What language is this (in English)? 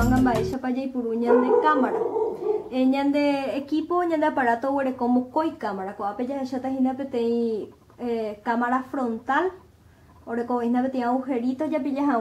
Guarani